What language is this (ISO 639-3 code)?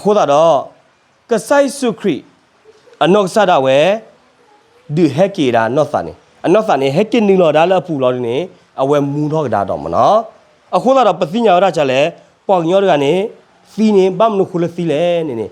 ksw